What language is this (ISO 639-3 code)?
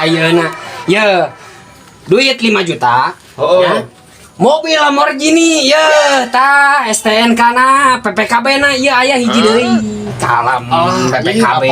sun